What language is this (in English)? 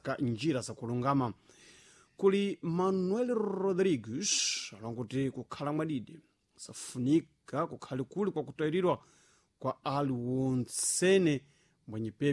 Sena